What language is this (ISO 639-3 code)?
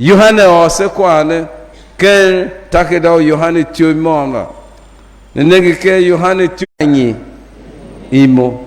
tiv